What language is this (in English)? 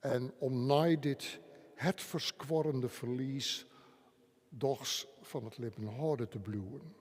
Western Frisian